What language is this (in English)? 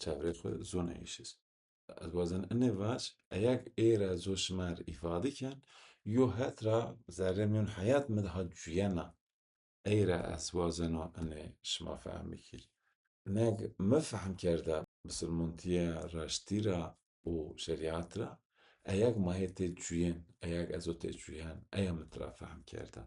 Zaza